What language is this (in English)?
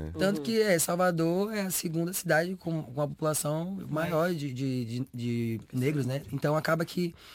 Portuguese